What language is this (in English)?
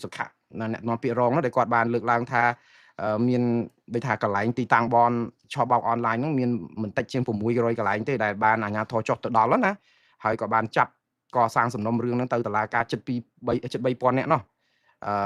Khmer